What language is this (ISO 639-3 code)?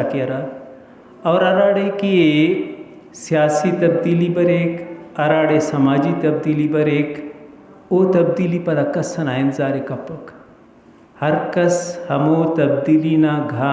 brh